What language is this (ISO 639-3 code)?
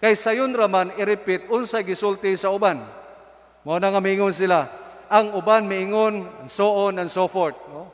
ceb